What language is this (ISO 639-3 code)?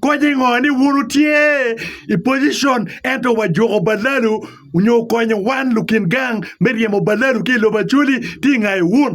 ach